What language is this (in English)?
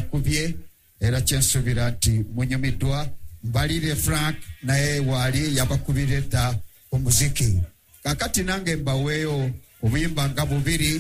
Ganda